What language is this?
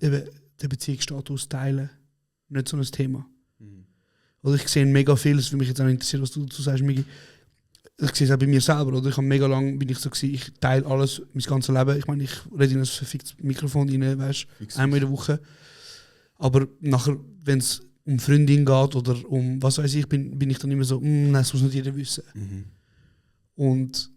Swiss German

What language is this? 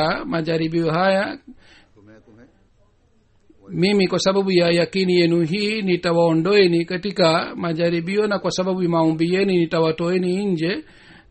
Swahili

